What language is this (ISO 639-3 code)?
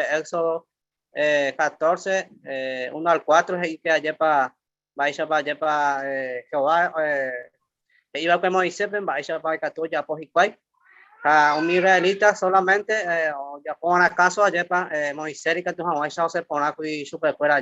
grn